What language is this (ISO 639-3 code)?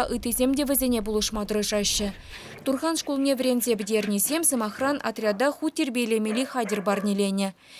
chv